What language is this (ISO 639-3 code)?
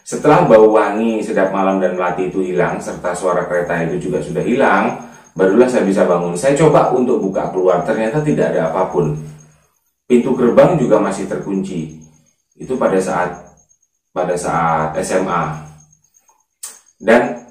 ind